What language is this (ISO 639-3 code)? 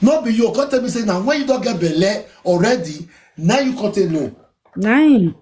pcm